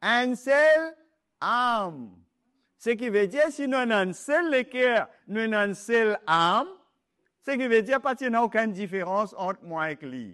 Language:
Morisyen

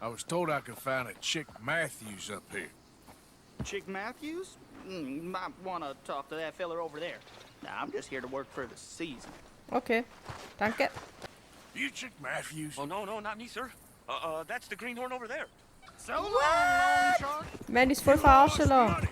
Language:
Swiss German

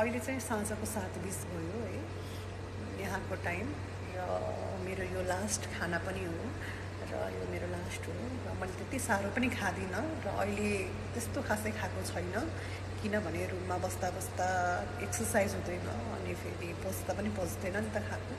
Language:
Nepali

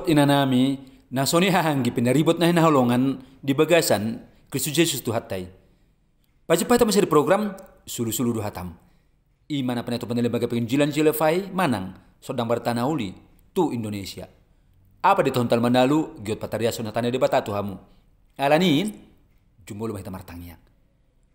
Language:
Batak Toba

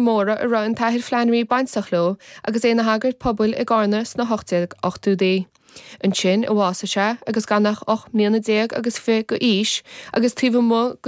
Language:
Irish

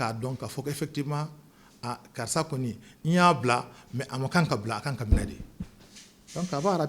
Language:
Bambara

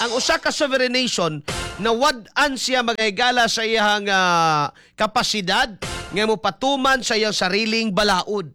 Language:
Cebuano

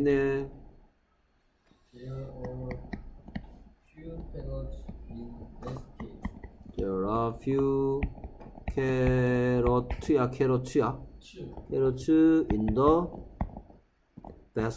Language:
Korean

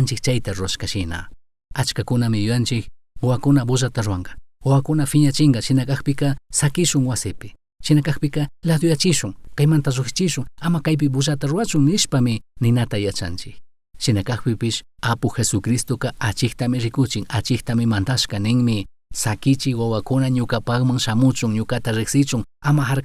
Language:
Chimborazo Highland Quichua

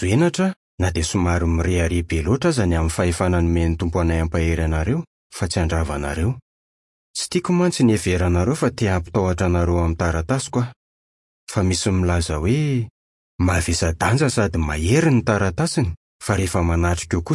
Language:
Malagasy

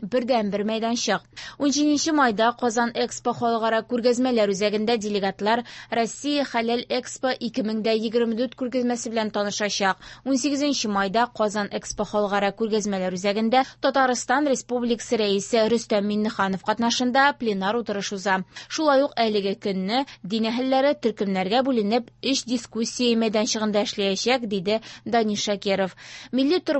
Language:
Tatar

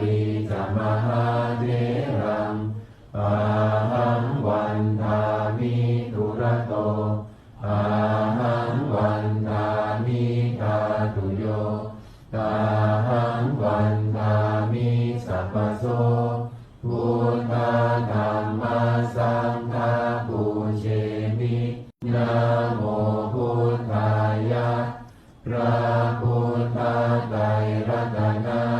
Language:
Pali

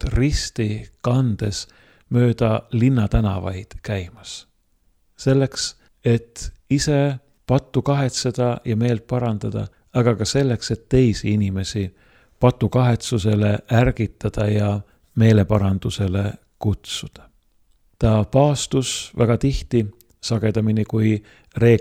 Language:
Estonian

